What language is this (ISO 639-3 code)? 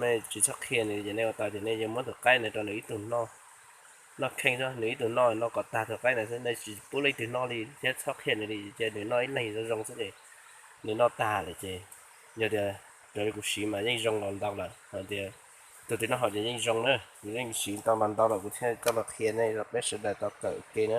hmn